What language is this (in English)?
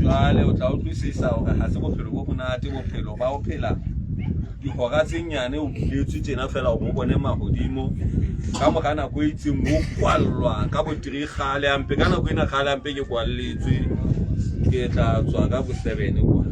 Southern Sotho